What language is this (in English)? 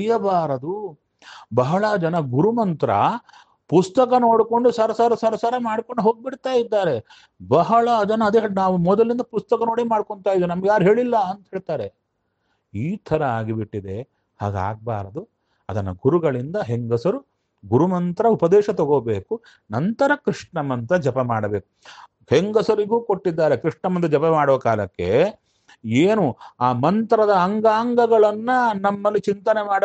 Kannada